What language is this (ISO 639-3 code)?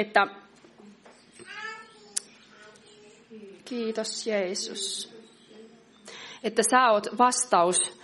fin